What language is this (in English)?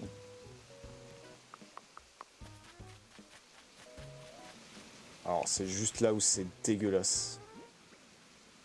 French